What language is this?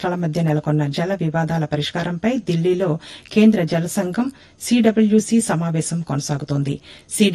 Telugu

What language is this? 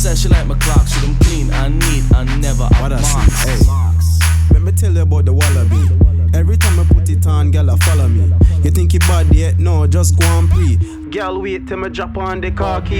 Jamaican Creole English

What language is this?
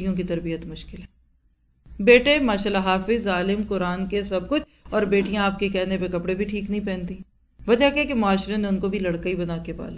Urdu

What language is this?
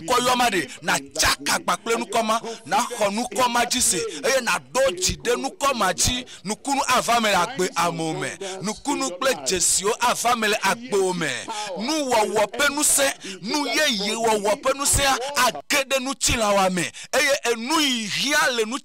Ewe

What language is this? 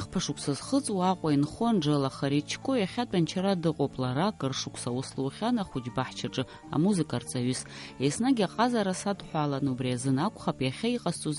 Abkhazian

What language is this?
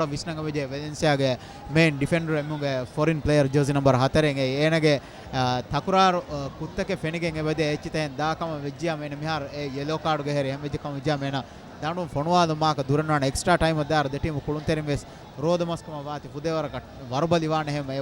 Divehi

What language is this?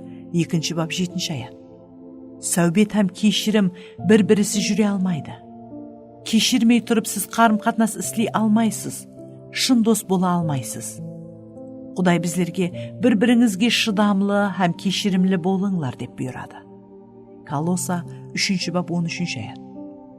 Kara-Kalpak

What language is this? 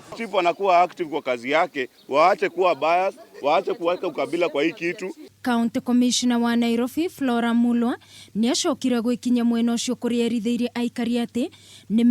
Kikuyu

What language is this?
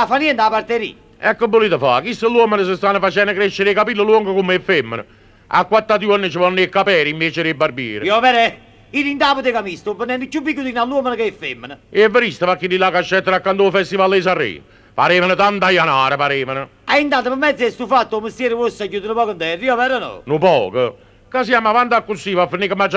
Neapolitan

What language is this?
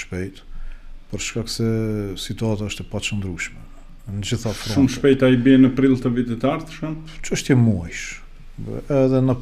Albanian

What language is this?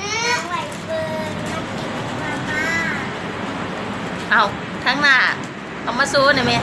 Lao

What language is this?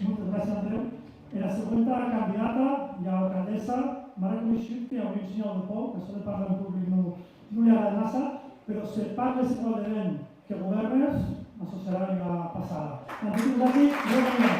Occitan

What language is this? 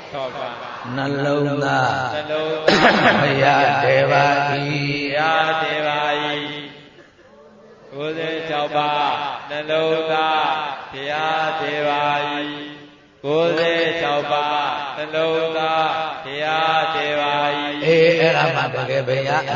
Burmese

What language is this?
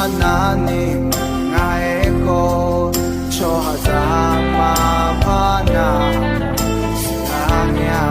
Akha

